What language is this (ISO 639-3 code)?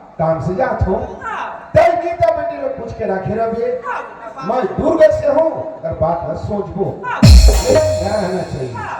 hne